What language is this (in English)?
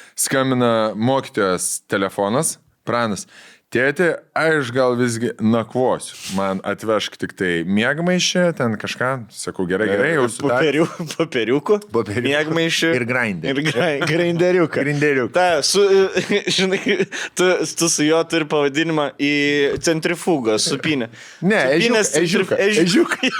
Lithuanian